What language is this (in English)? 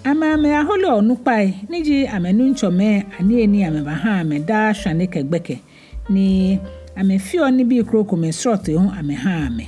Ga